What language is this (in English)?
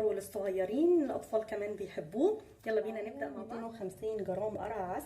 Egyptian Arabic